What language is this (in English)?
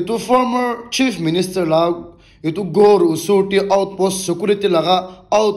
Naga Pidgin